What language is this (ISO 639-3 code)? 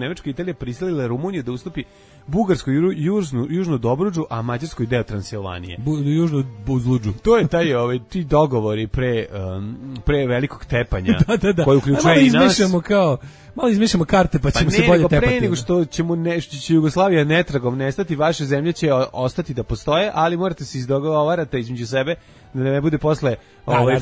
srp